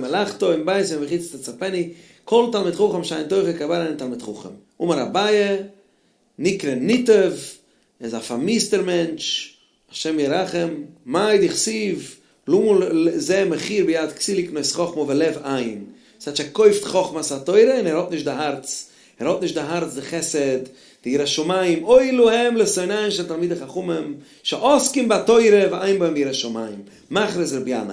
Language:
Yiddish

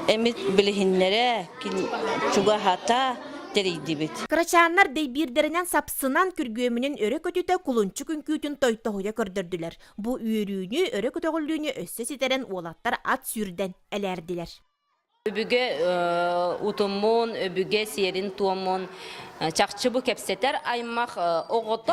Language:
Yakut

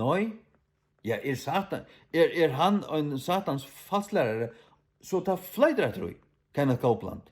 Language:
Faroese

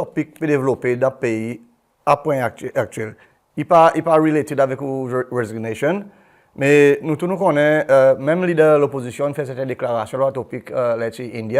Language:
Seselwa Creole French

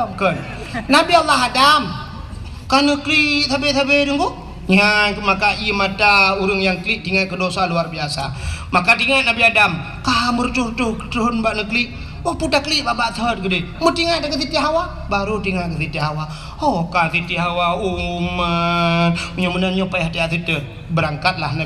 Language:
Achinese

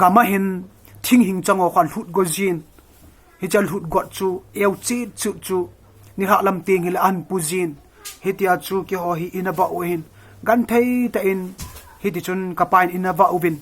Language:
Thado Chin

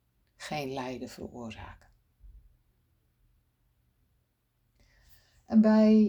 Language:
Dutch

